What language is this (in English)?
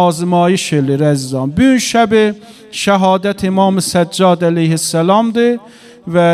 Azerbaijani